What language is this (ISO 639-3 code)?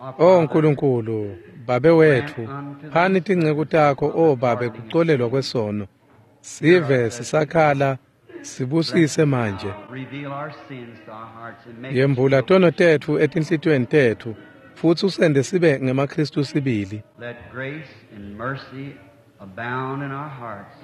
ssw